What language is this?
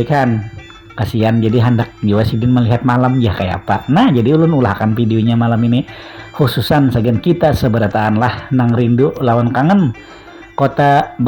Banjar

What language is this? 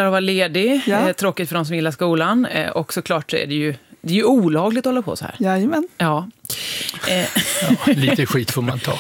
Swedish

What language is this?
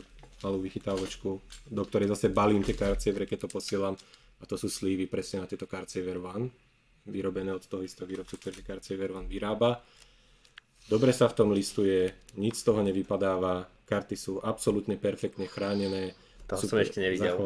Slovak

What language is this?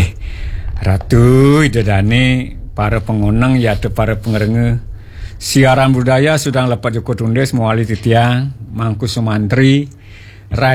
Balinese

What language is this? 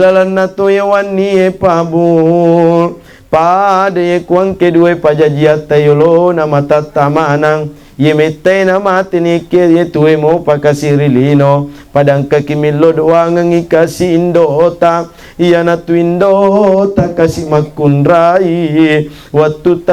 Buginese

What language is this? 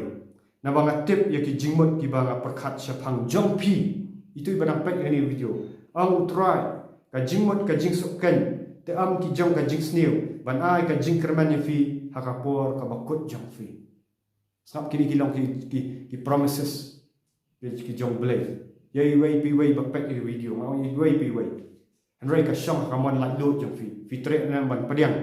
Khasi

